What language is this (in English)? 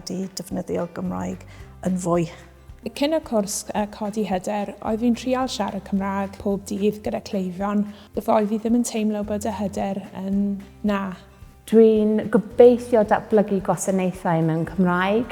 Welsh